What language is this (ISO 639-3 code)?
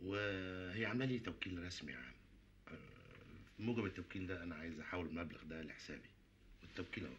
arz